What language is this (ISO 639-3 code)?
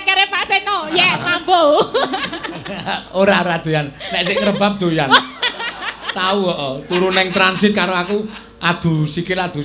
jav